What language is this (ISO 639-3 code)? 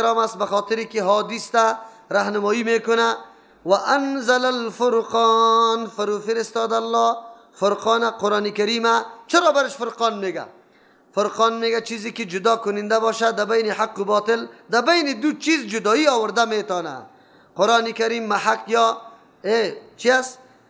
fas